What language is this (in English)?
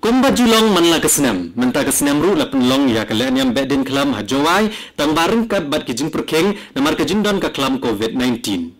Khasi